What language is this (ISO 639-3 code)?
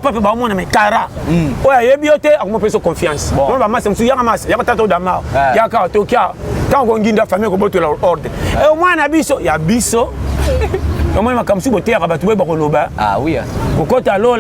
lin